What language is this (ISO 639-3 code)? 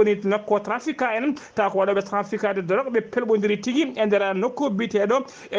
ful